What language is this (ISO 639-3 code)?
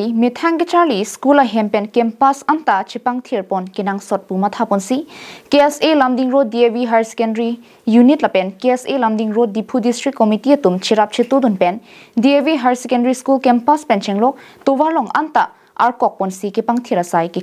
mjw